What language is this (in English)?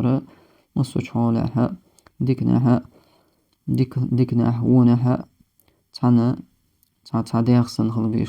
Chechen